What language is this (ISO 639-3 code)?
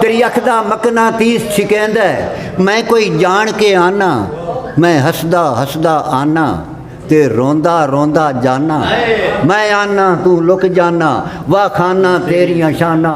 skr